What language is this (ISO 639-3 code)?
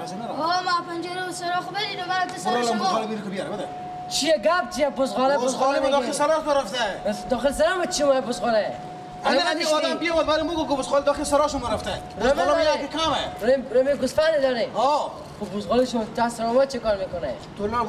fas